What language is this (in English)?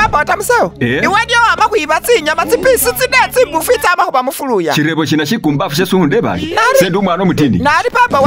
Masaaba